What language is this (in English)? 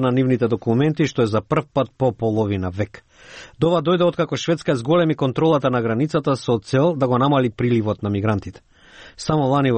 Macedonian